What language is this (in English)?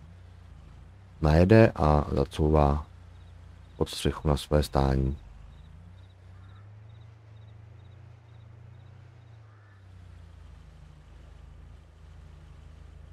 Czech